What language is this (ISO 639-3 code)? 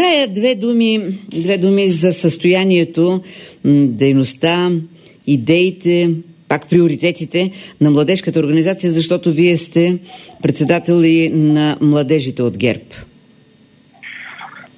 bul